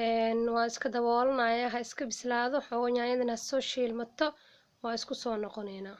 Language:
Somali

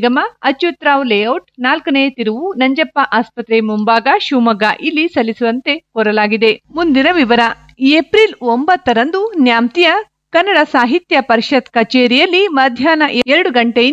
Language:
Kannada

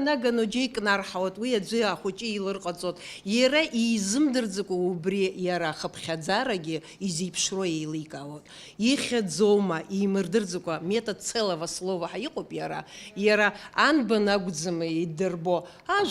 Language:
Abkhazian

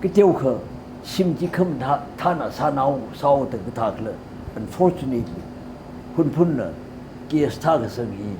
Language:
Tangkhul Naga (India)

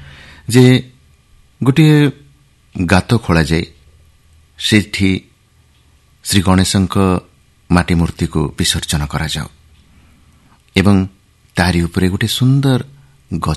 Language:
Odia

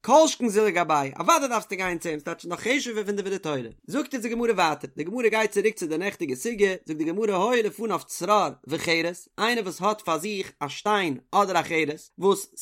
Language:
Yiddish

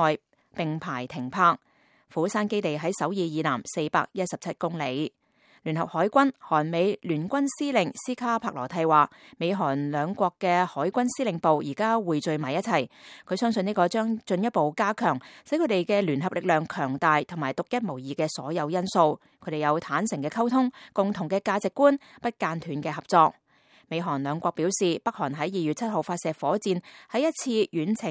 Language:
Cantonese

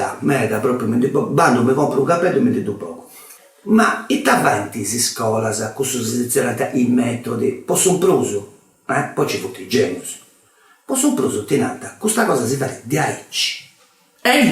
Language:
Sardinian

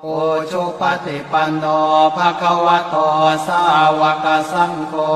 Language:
Pali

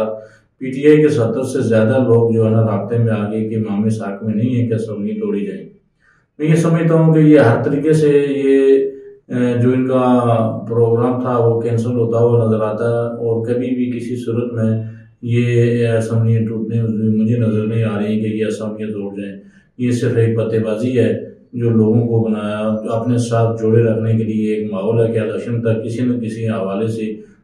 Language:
Urdu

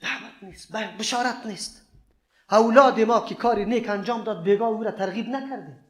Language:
Persian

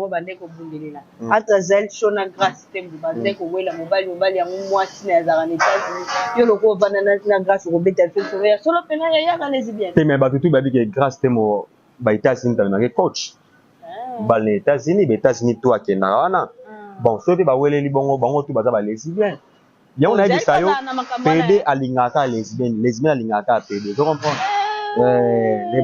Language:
Lingala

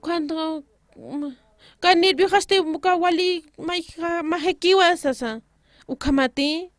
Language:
Aymara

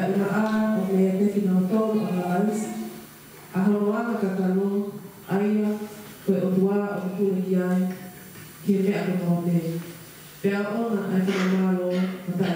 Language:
Tongan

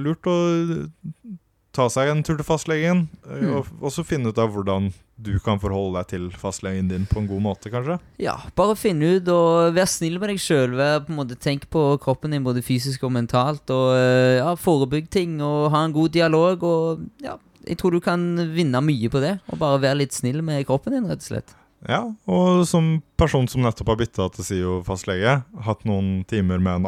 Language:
Norwegian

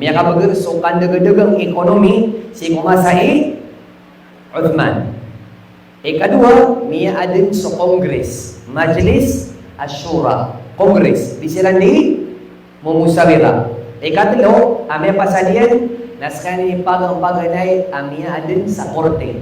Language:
Maranao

